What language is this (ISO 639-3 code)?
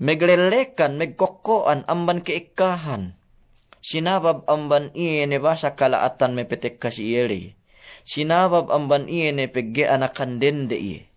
yka